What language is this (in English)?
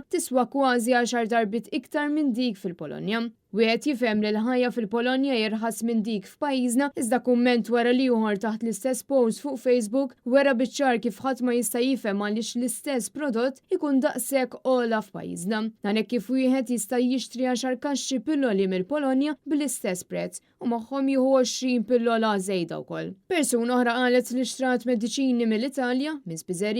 Maltese